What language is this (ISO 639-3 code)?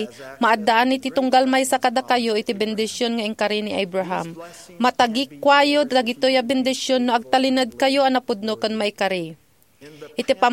ilo